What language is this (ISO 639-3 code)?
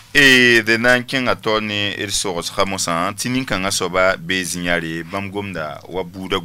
mos